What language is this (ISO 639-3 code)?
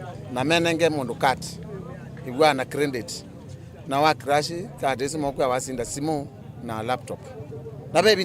kam